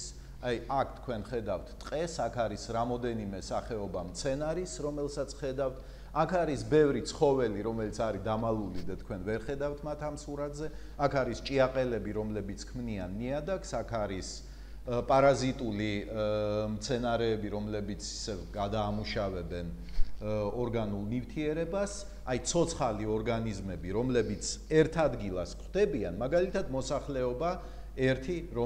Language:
Georgian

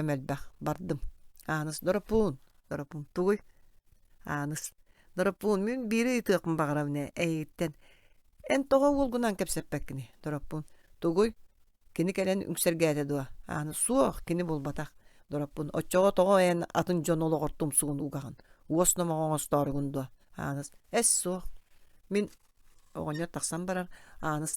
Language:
Yakut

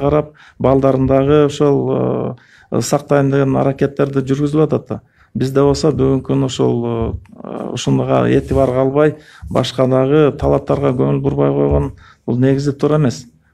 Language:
Kyrgyz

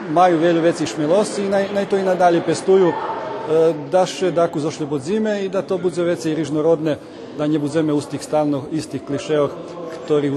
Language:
Rusyn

